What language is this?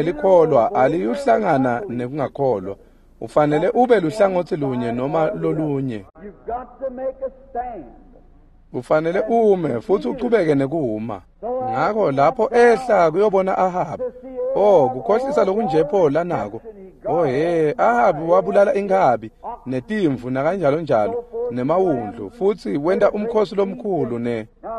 Swati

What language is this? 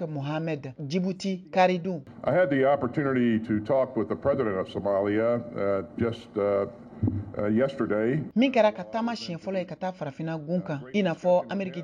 Bambara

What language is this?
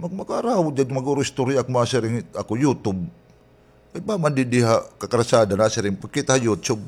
Waray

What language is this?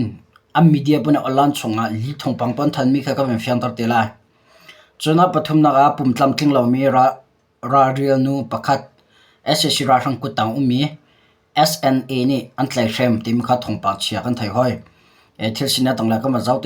Hakha Chin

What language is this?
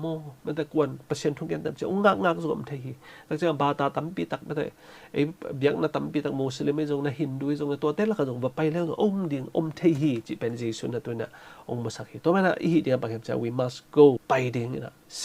Tedim Chin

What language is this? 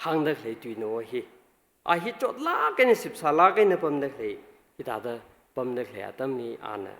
Tangkhul Naga (India)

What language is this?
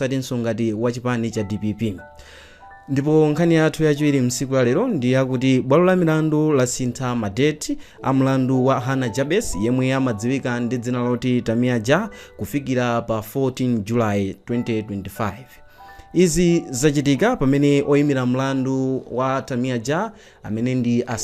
Nyanja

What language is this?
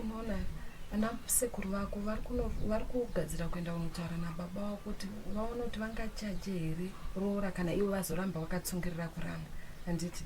Shona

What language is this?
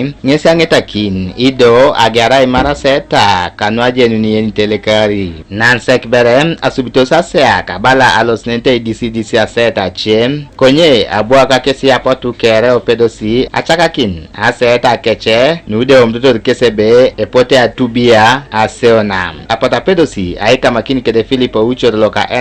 Teso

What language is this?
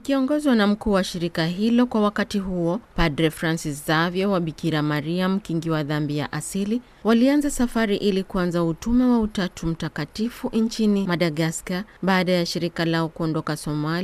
Swahili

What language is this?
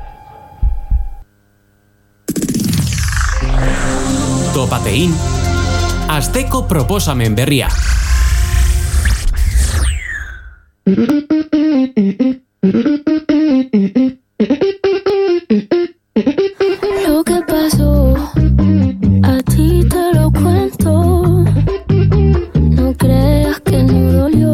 Basque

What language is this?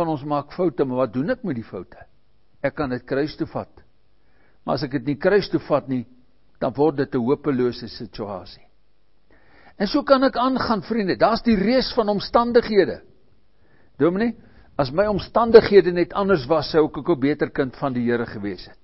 Afrikaans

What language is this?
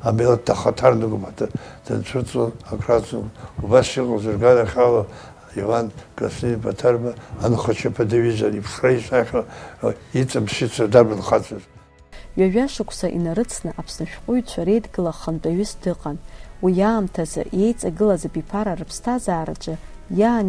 Abkhazian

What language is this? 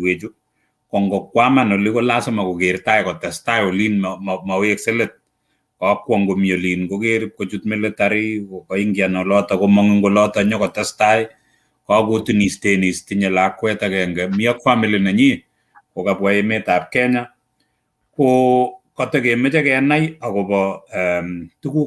Kalenjin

